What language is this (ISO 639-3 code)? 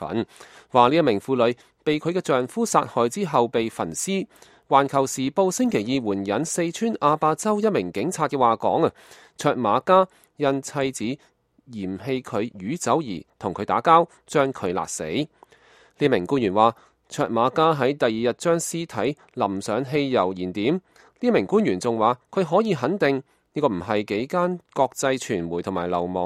yue